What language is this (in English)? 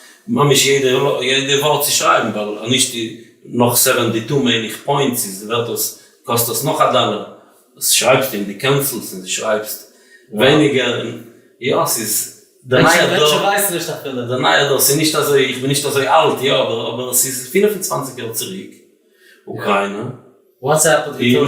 Yiddish